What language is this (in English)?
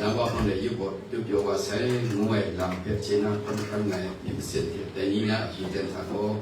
Kachin